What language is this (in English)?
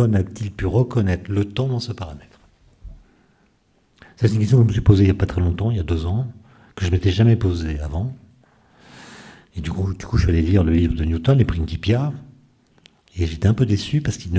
French